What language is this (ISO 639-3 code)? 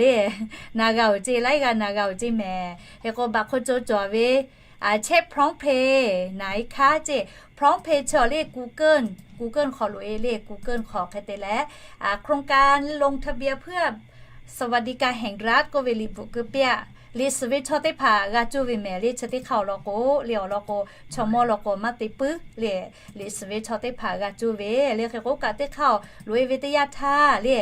lhu